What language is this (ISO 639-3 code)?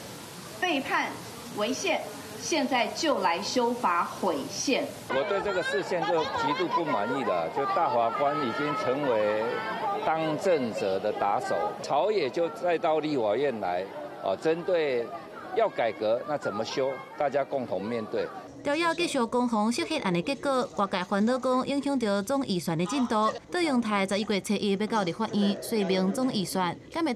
nan